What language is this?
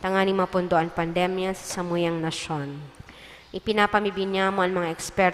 Bikol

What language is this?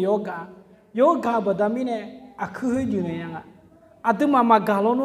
Akha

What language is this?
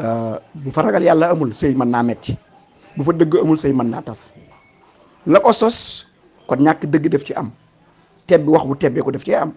Wolof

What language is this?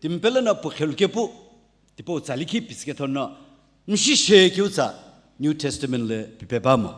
Sumi Naga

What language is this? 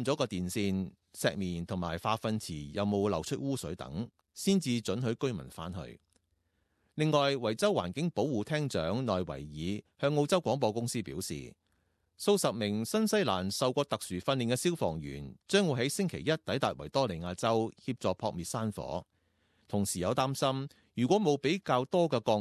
Cantonese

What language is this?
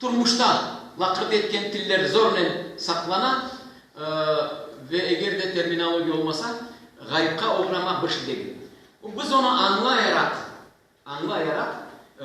Crimean Tatar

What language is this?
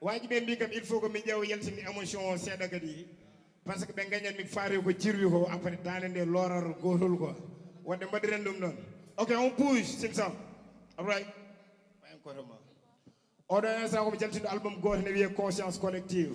Fula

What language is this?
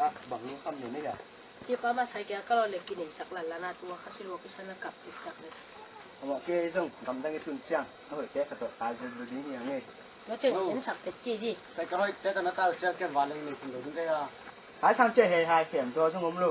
Tedim Chin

